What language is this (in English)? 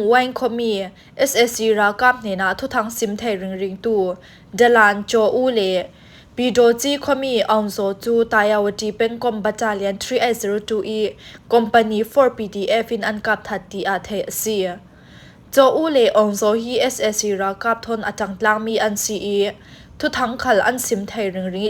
Falam Chin